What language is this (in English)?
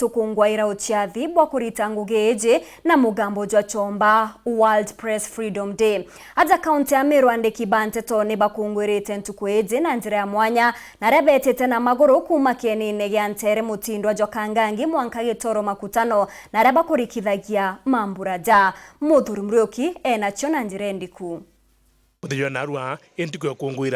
Meru